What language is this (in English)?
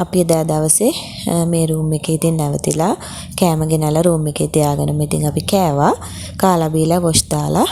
Sinhala